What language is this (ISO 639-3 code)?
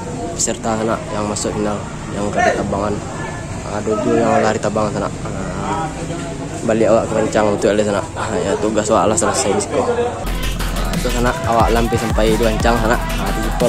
min